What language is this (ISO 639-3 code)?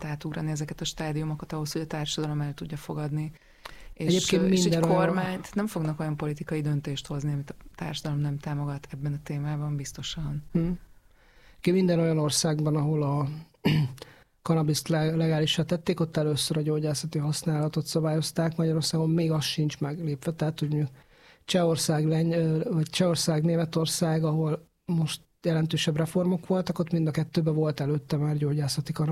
hun